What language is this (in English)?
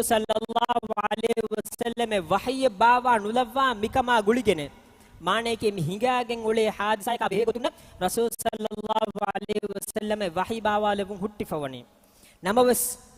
Divehi